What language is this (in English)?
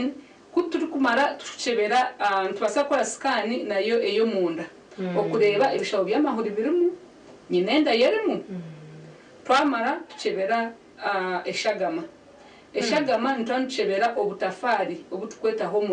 Nyankole